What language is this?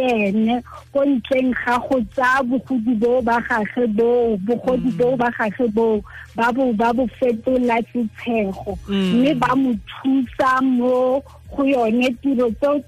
Tswana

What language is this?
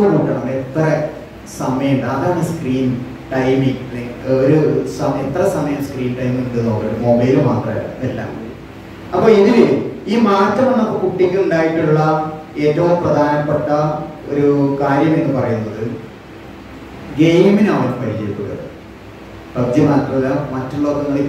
Malayalam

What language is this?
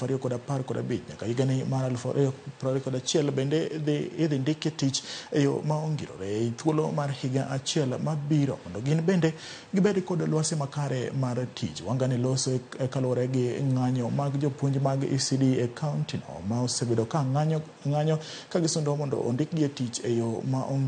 Luo (Kenya and Tanzania)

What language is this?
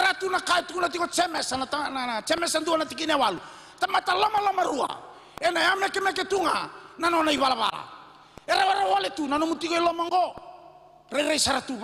Fijian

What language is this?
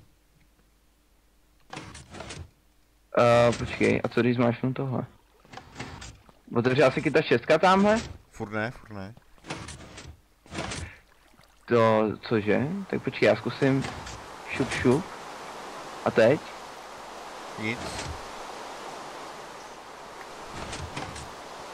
Czech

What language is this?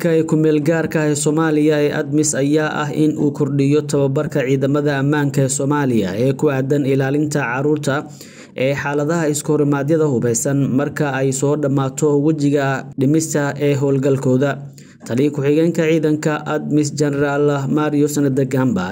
Somali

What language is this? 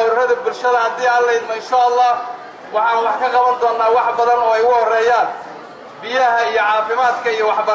Somali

